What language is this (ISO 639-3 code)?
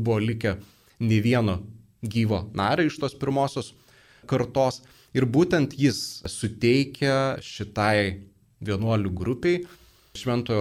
lit